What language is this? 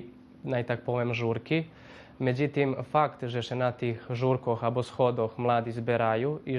Rusyn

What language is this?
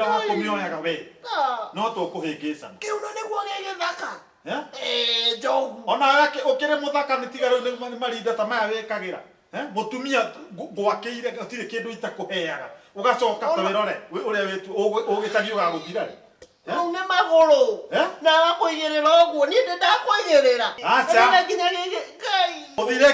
Kikuyu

